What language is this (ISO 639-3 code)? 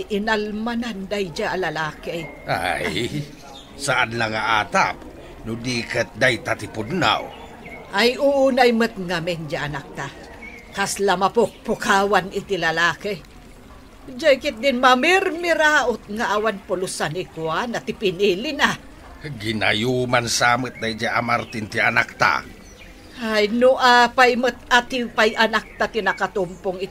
ilo